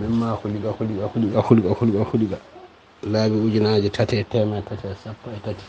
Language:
Fula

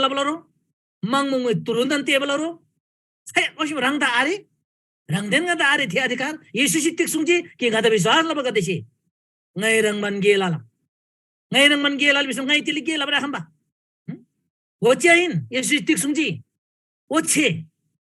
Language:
Eastern Tamang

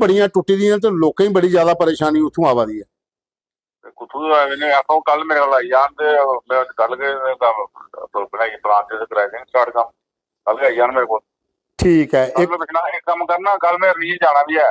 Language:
Dogri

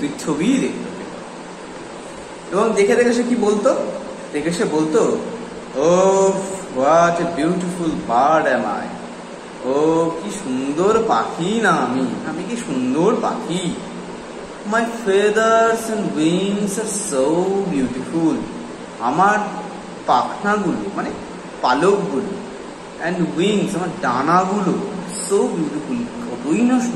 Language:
Bangla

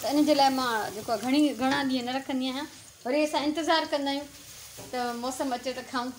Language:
Sindhi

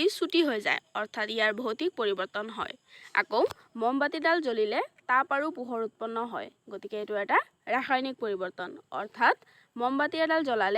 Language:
Assamese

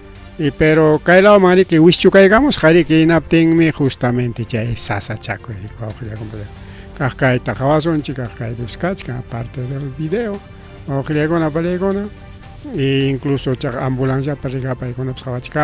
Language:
Ayacucho Quechua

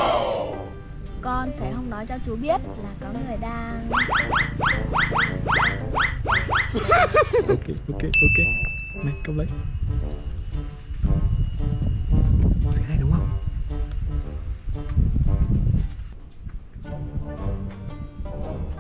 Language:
Vietnamese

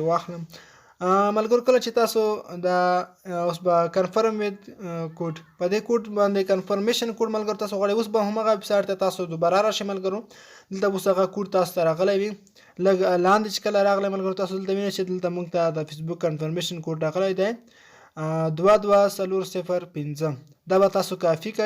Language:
Pashto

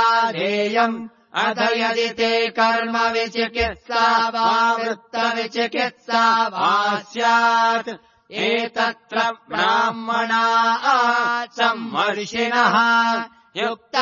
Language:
Sanskrit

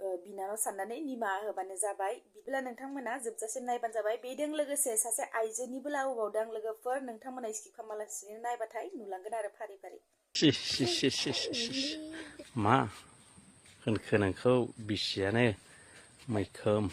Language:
Bodo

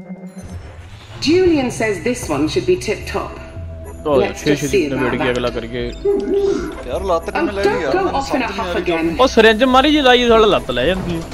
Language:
Punjabi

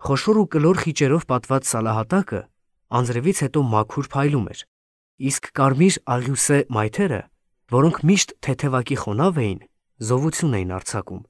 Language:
Armenian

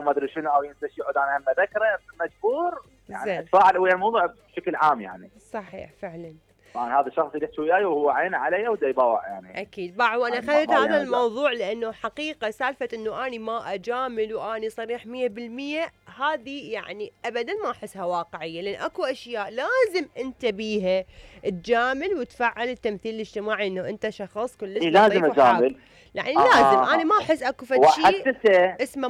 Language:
Mesopotamian Arabic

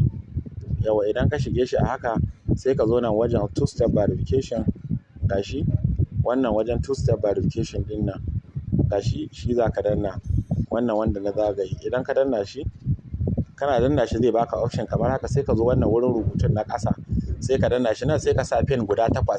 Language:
Hausa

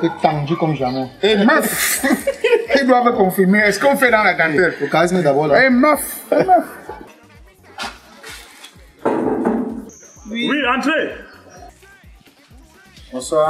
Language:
French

